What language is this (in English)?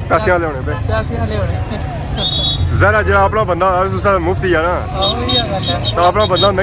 Pahari-Potwari